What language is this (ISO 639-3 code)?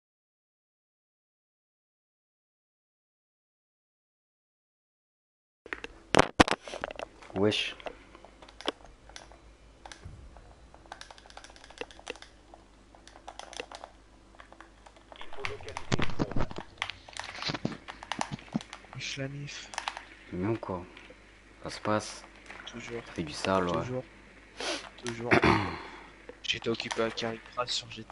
fra